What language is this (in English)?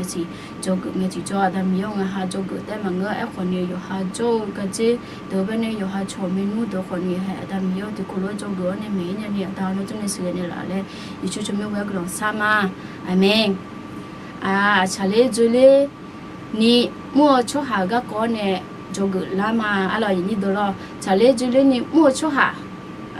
Akha